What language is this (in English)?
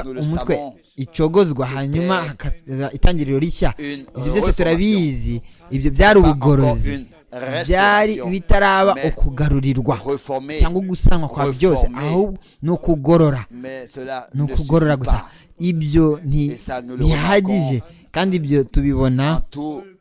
Kinyarwanda